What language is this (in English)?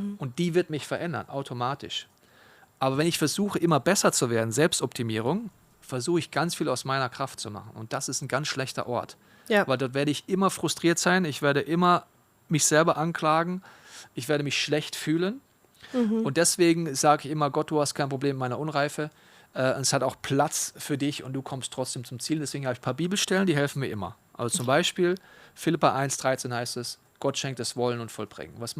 Swiss German